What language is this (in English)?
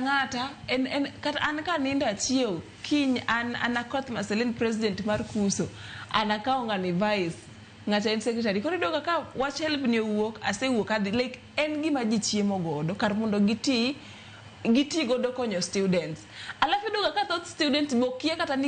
Luo (Kenya and Tanzania)